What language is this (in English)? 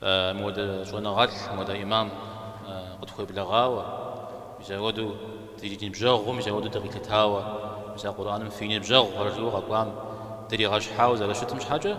Kabardian